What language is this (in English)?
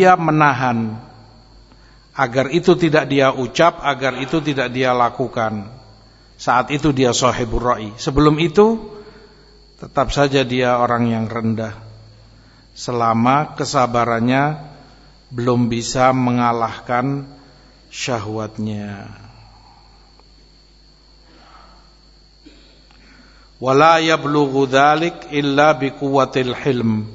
Indonesian